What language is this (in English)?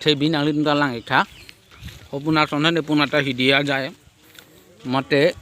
Karbi